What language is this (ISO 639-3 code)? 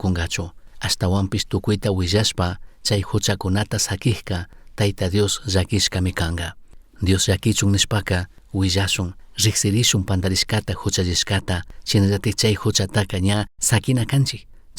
qug